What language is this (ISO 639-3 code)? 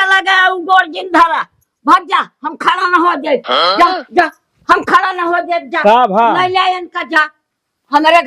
awa